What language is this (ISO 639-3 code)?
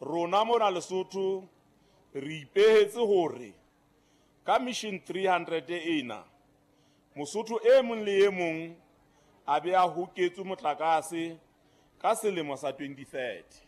sot